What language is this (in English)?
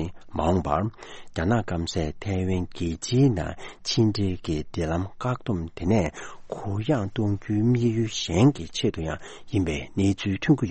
Tibetan